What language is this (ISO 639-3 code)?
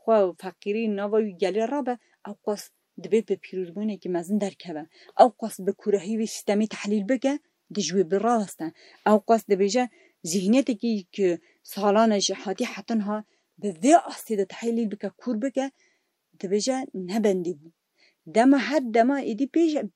kur